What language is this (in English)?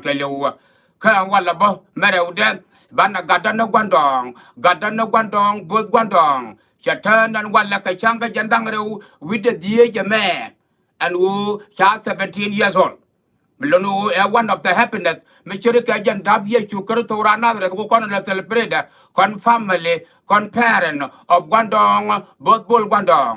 Nuer